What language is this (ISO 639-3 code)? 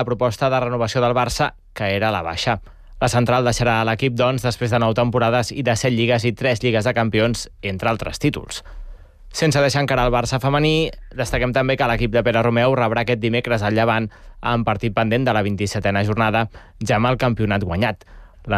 cat